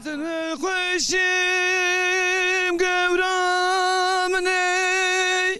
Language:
Zaza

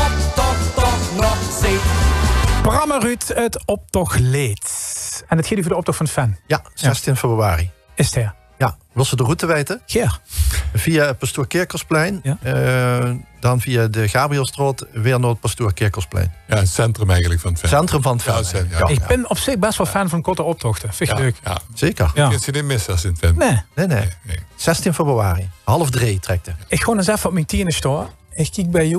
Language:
Limburgish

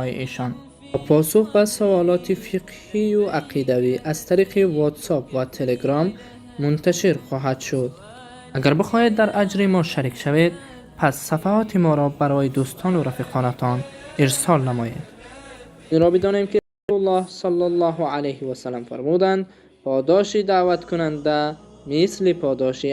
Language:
Persian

